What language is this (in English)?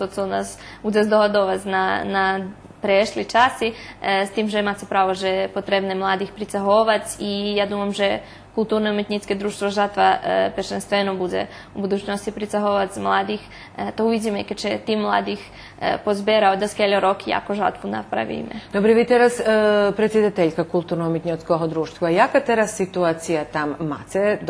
Rusyn